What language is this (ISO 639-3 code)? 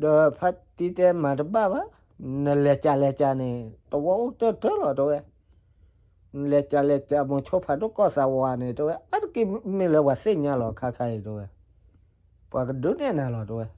ksw